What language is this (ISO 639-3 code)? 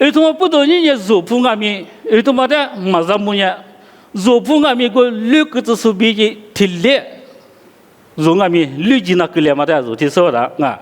lis